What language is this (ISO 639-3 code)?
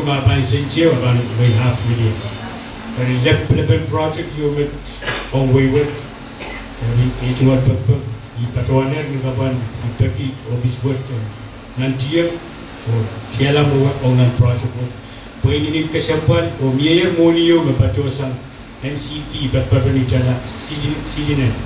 pon